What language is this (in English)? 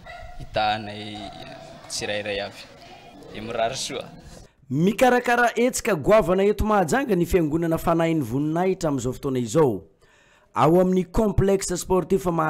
Malagasy